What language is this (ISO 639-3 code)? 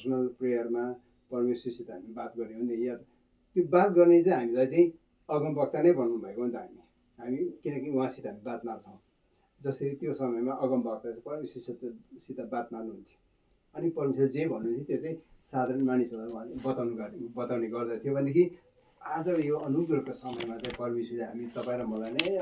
nep